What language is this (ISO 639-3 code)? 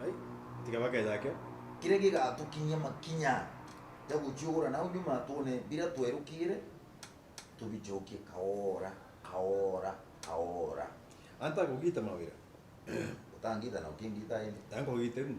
mer